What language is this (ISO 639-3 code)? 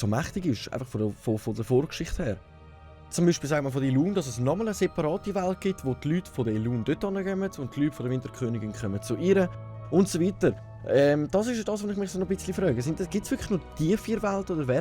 gsw